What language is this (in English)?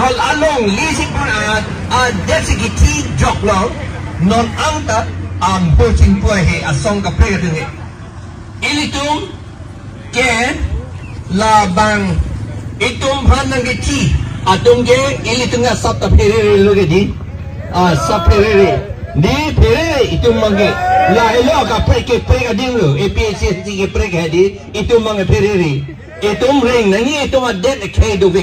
Karbi